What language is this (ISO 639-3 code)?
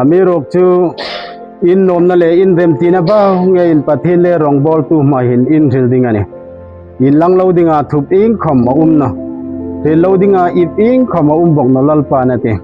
hmr